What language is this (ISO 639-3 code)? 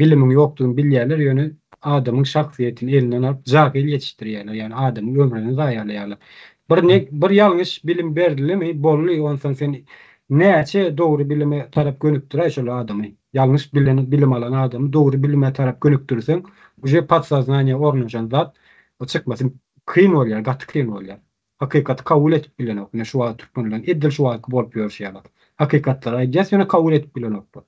tuk